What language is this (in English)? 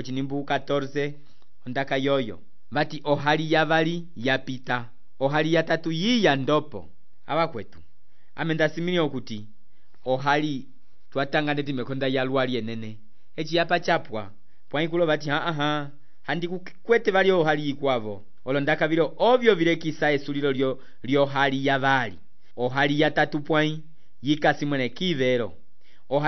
Umbundu